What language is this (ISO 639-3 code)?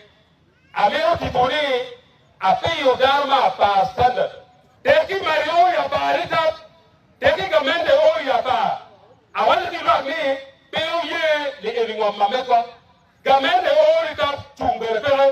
ach